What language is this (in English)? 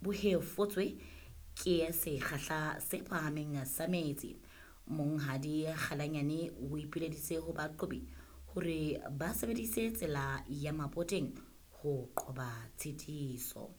Southern Sotho